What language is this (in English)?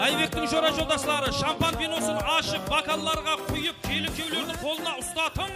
Kara-Kalpak